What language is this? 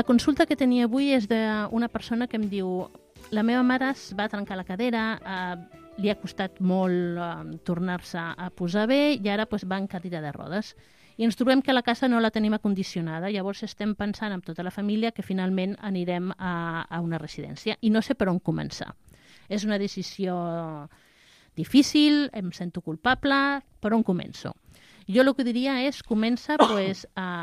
Catalan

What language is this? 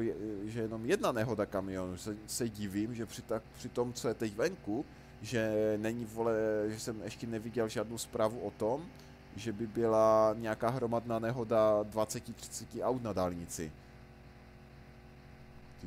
Czech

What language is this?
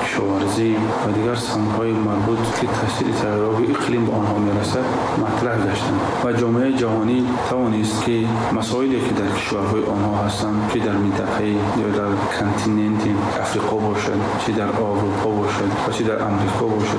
Persian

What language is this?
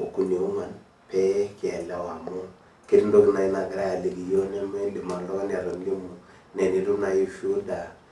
Masai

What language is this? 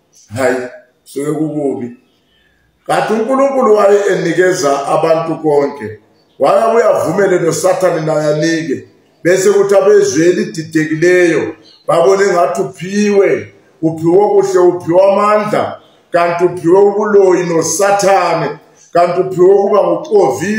Zulu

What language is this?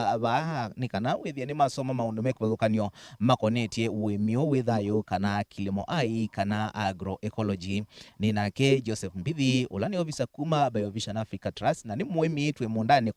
Kamba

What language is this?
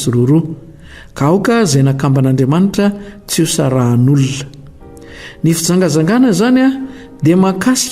Malagasy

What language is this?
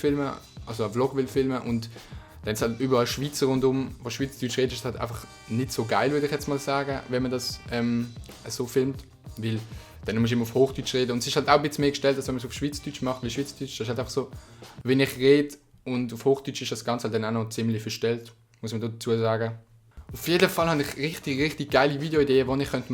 Swiss German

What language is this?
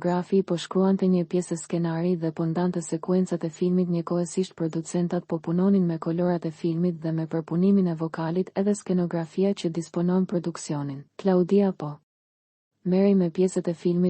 Albanian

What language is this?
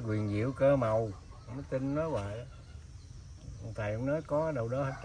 Vietnamese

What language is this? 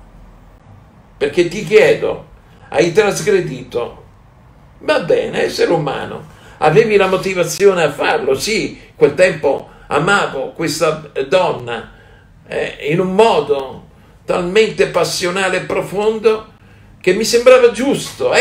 Italian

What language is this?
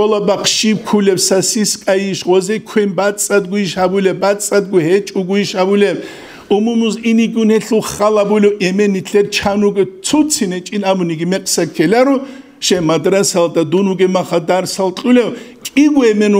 Avaric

